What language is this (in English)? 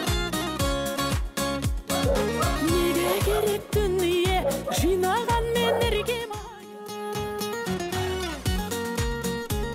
Kazakh